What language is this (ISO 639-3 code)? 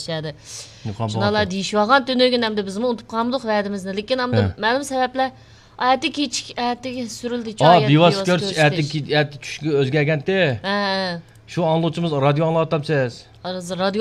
uig